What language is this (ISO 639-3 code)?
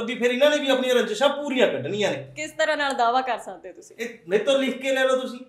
pan